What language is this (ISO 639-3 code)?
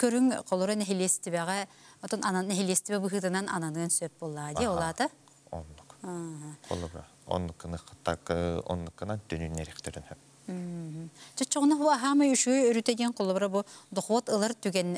sah